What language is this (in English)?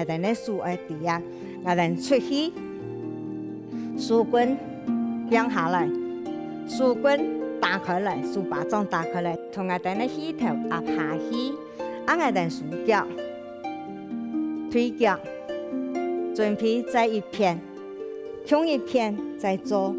Hakka Chinese